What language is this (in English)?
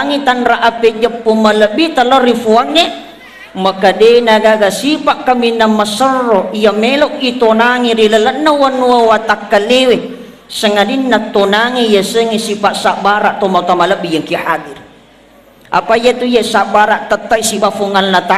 Buginese